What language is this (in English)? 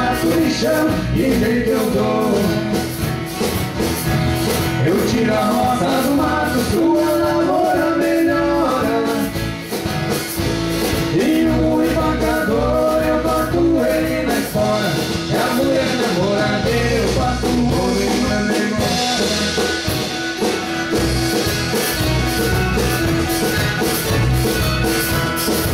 Portuguese